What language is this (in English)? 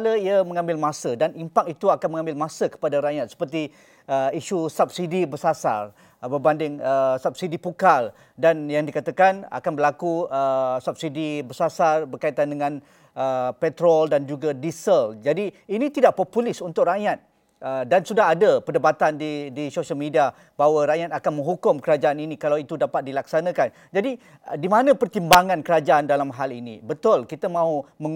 Malay